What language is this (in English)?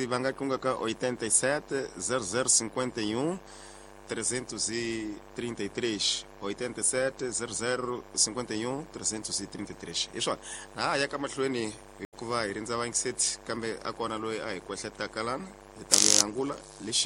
Tsonga